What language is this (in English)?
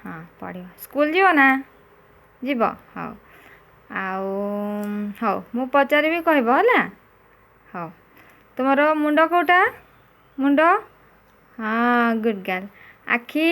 Odia